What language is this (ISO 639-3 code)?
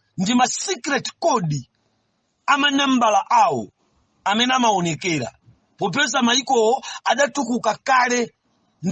nya